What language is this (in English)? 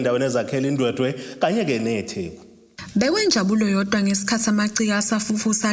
Zulu